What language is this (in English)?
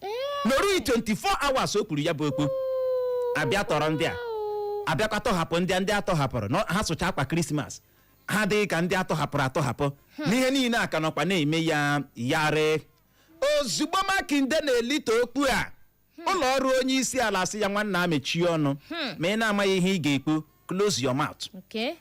Igbo